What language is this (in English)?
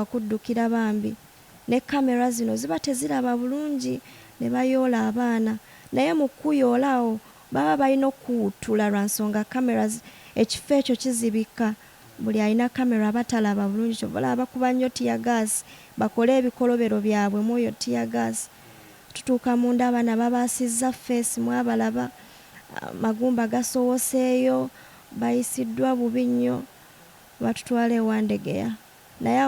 Ganda